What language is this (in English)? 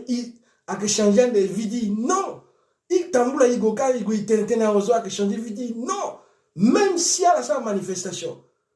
Sango